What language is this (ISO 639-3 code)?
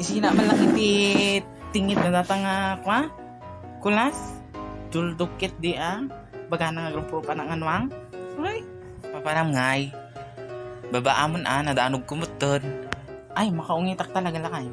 ilo